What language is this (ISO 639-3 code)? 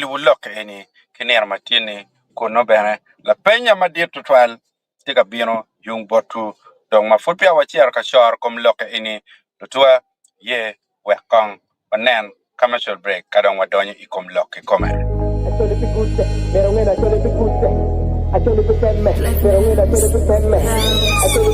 ach